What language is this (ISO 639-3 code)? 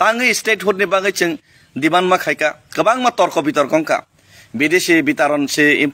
trp